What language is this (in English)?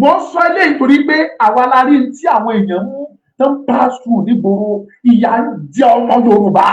Yoruba